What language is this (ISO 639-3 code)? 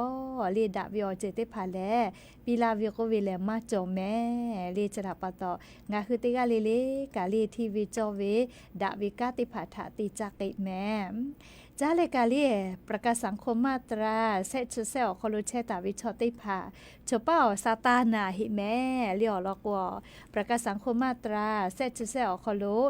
lhu